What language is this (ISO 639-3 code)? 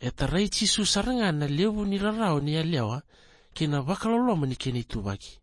fij